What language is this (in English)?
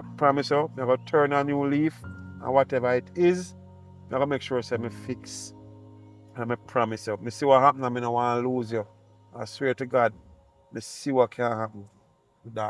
Jamaican Creole English